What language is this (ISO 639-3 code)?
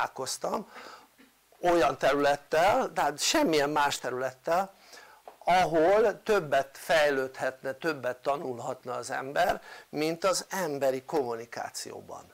hun